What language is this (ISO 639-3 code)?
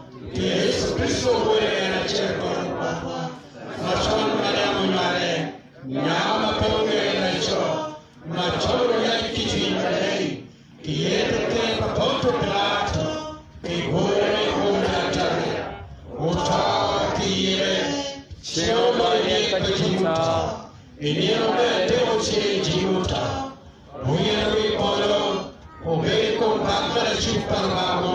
ach